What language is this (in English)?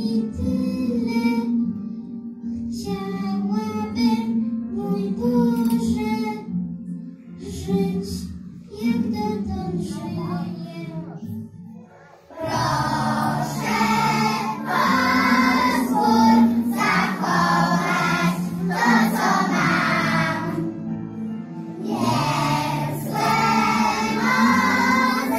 Polish